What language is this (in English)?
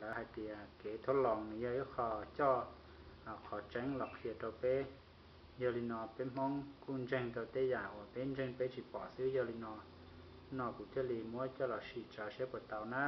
Hmong